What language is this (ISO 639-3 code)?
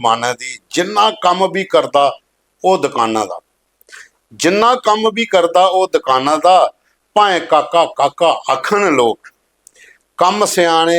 doi